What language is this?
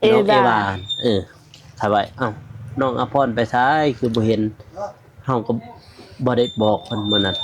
Lao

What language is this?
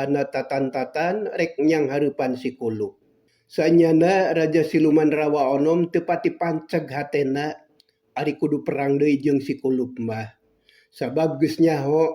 Sundanese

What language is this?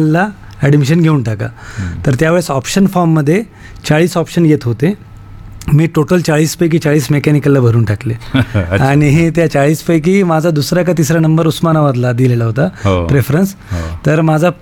Marathi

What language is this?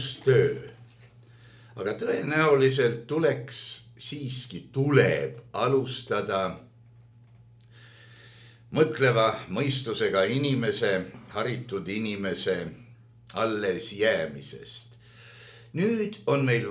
Estonian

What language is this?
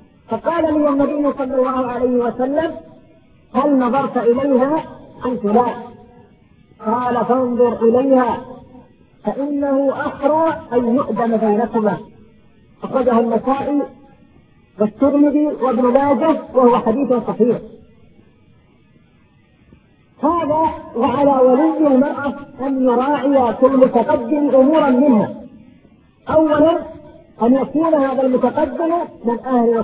Arabic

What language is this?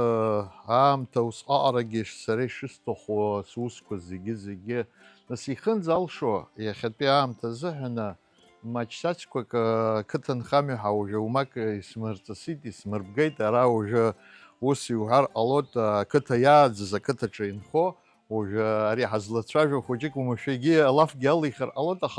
Abkhazian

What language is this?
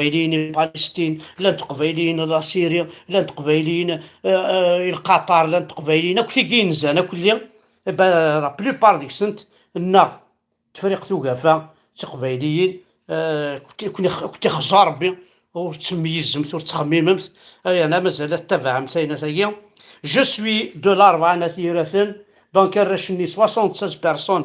Kabyle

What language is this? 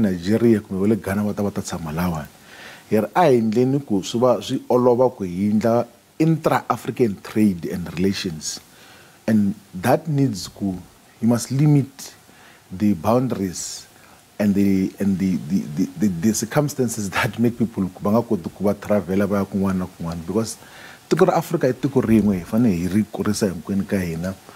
Tsonga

